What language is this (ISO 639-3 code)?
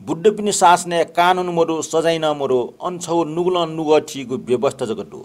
new